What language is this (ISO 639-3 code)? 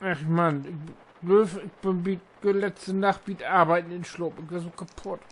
nds